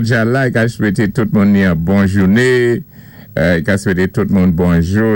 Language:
Saint Lucian Creole French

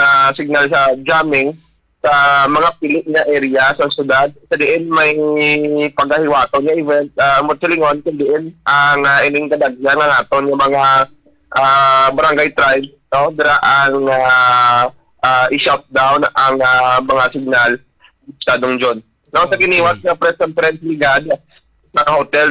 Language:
Hiligaynon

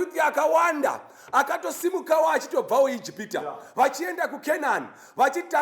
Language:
Shona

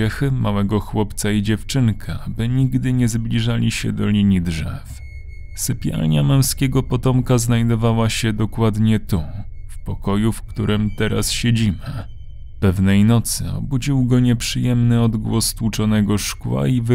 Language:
Polish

